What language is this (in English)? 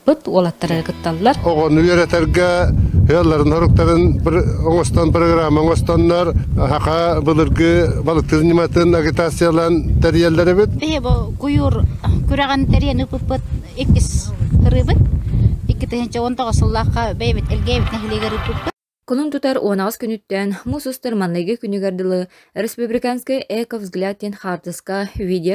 Yakut